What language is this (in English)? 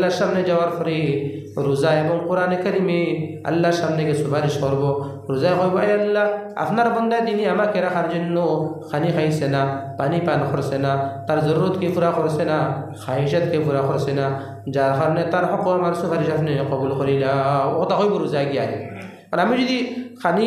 Sylheti